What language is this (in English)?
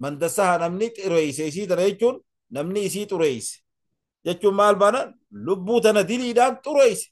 Oromo